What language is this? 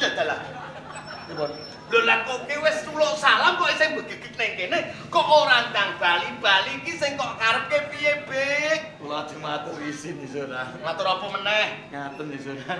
Javanese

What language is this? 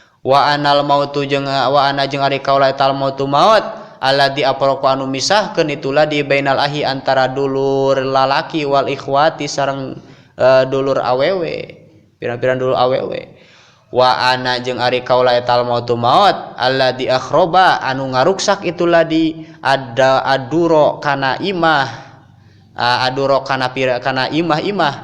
Sundanese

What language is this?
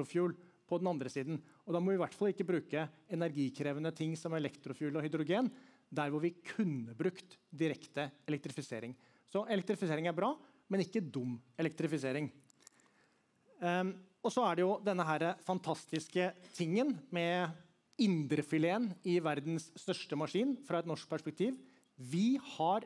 Norwegian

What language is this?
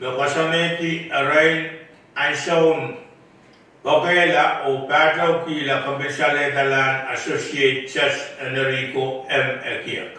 Pohnpeian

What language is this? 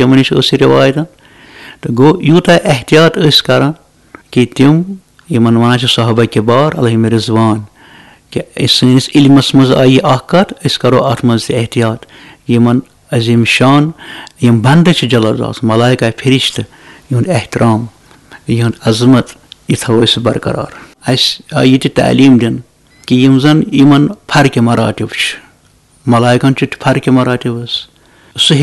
Kashmiri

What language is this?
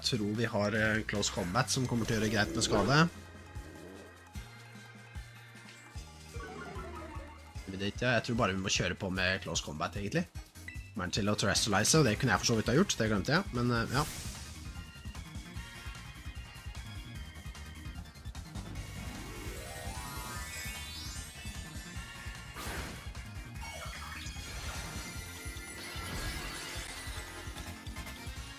Norwegian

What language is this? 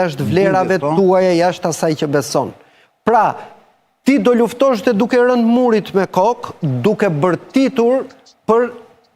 Albanian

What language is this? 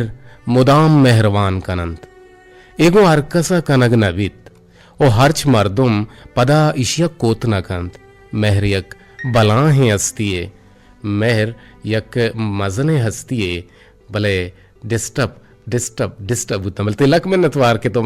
Eastern Balochi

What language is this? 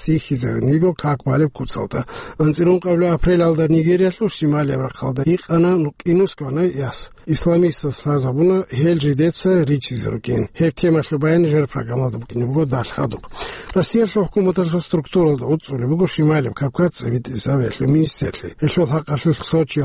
Avaric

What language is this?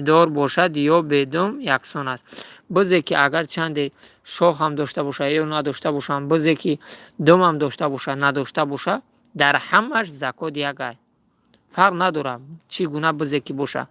Tajik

